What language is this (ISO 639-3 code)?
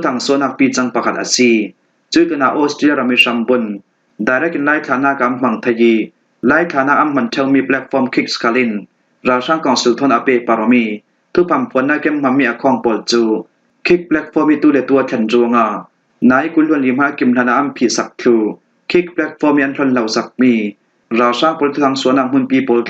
cfm